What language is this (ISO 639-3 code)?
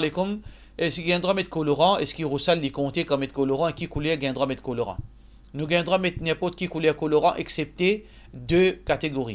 mfe